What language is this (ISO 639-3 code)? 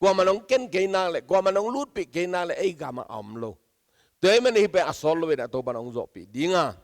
ctd